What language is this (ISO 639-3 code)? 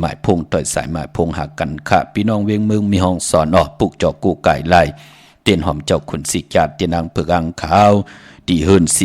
shn